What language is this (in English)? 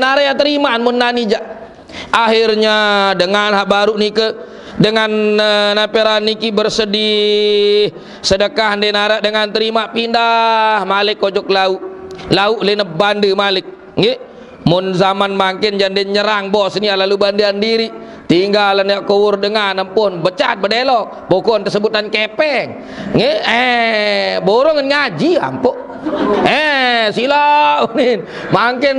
Sasak